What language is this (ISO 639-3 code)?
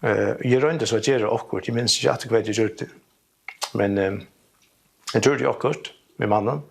fao